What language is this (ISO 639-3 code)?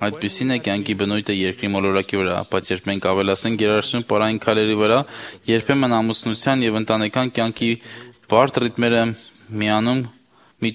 hye